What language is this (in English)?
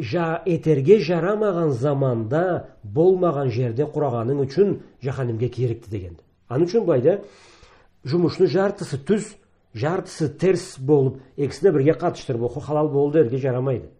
Karachay-Balkar